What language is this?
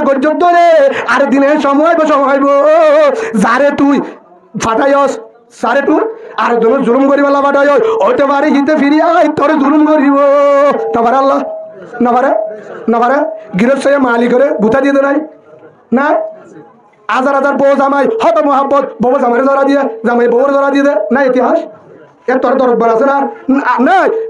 Rohingya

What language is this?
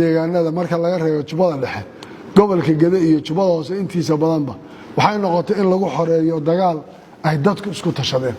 Somali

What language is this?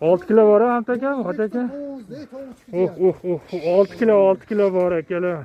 Uzbek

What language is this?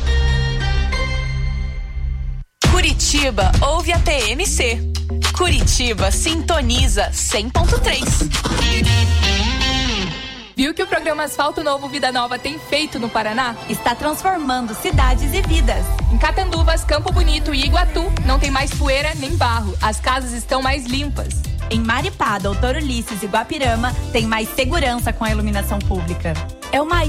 Portuguese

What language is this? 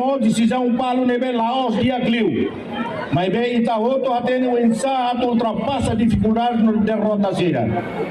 Tetum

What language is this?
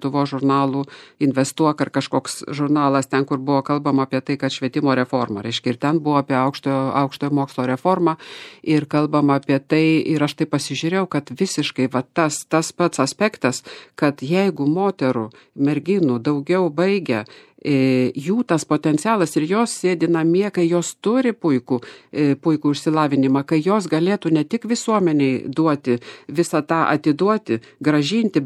Lithuanian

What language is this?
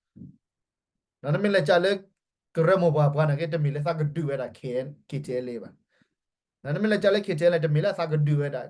S'gaw Karen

